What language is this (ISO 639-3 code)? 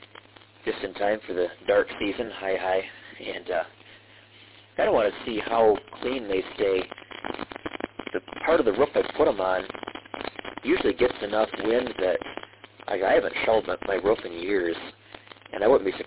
eng